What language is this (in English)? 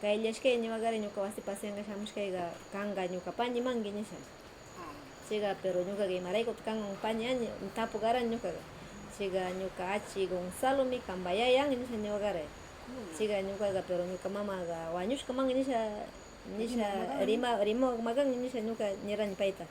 Northern Pastaza Quichua